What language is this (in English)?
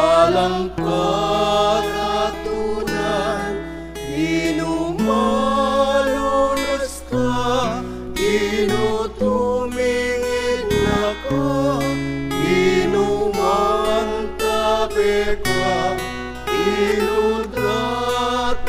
Pampanga